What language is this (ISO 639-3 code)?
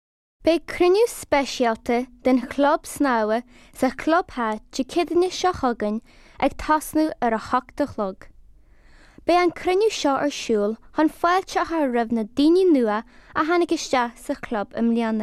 gle